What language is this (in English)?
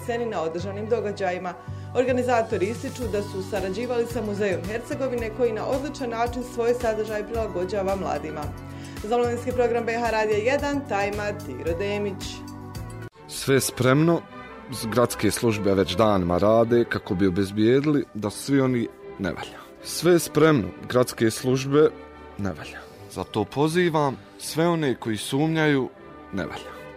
Bosnian